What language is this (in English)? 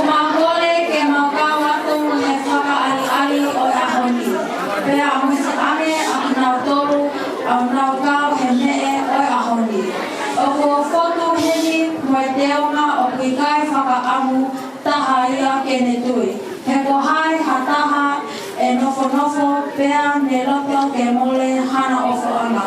Tongan